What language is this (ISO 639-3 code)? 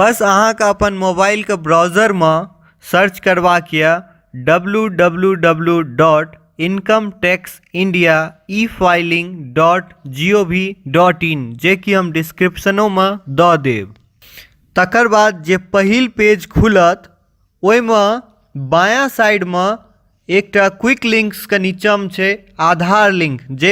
mai